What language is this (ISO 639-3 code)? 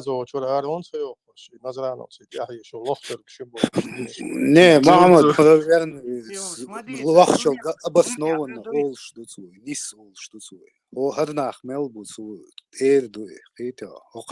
che